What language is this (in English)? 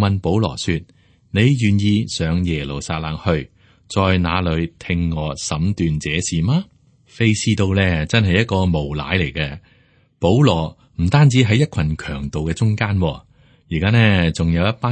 Cantonese